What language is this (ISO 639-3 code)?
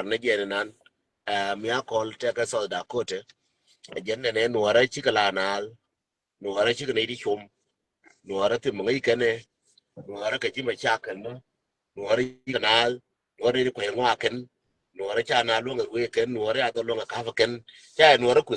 nus